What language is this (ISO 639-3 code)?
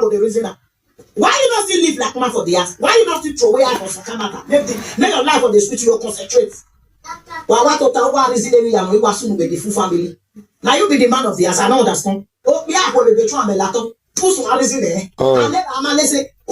pcm